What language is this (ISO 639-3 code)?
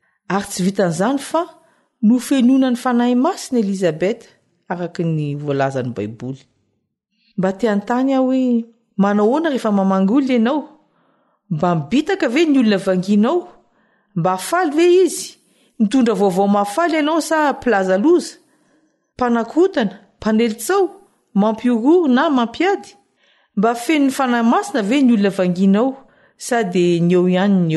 mlg